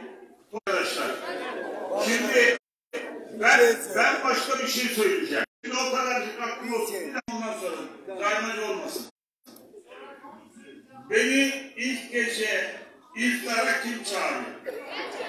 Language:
Turkish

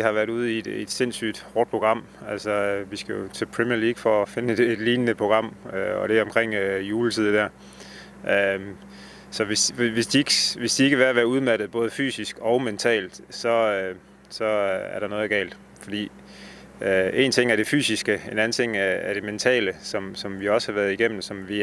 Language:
Danish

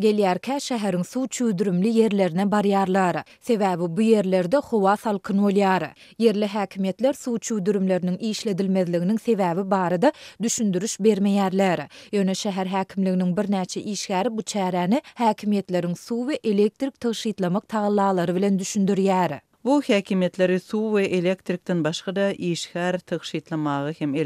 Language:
Turkmen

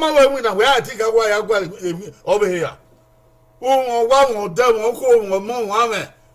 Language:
Bini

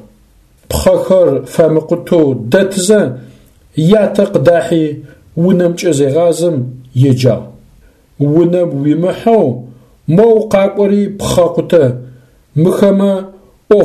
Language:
Adyghe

